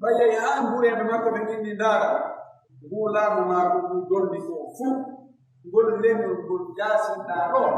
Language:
Pular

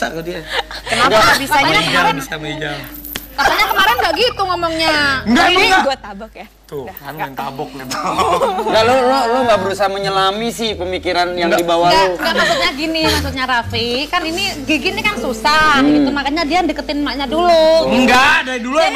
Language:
Indonesian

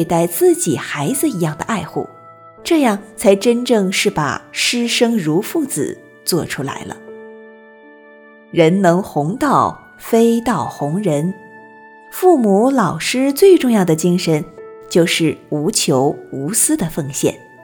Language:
Chinese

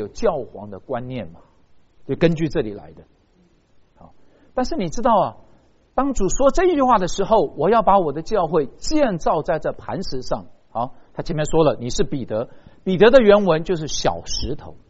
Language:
Chinese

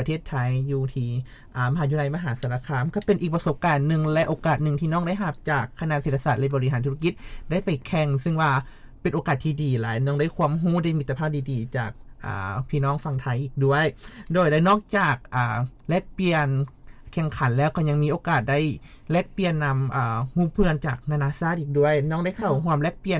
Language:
Lao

